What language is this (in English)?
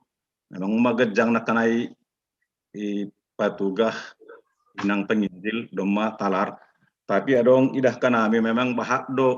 Batak Simalungun